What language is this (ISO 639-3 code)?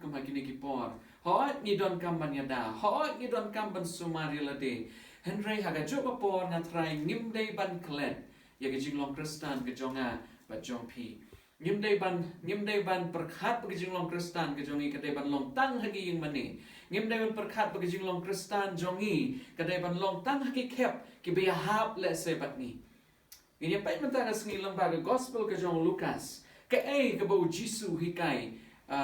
kha